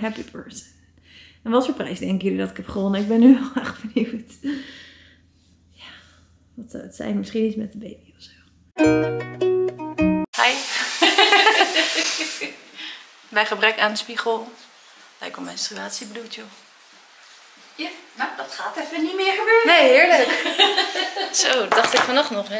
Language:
Dutch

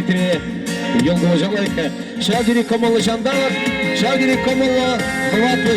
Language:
Chuvash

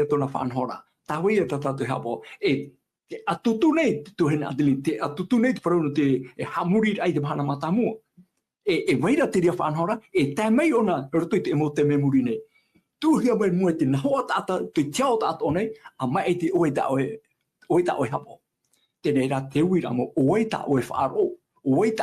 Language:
Tahitian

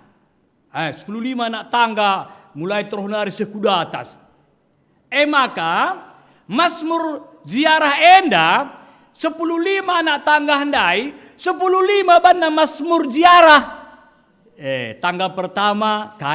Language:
Batak Karo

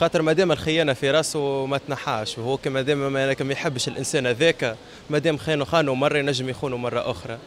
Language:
Tunisian Arabic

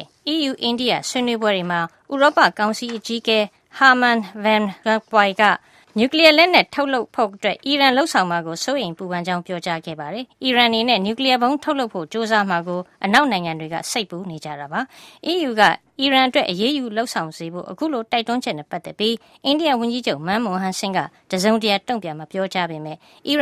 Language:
Burmese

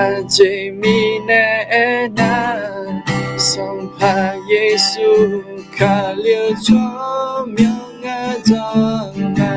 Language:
Akha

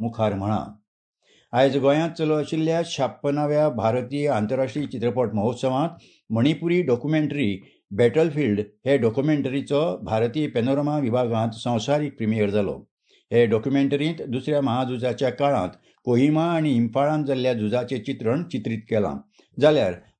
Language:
Konkani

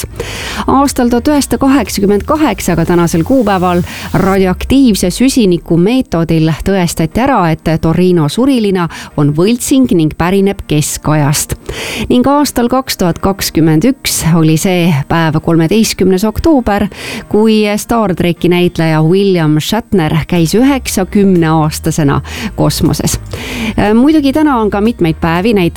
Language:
Estonian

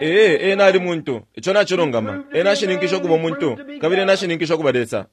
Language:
Bemba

